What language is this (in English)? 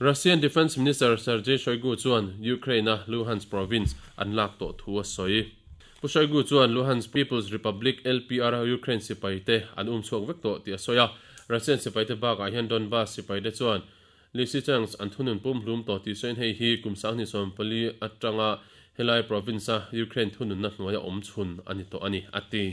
Mizo